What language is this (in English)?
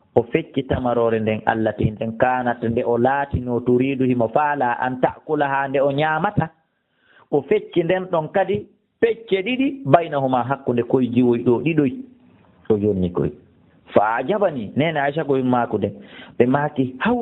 Fula